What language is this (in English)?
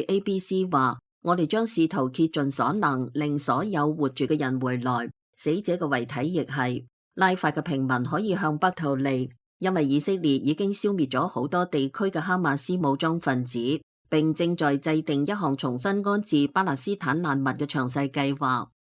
Cantonese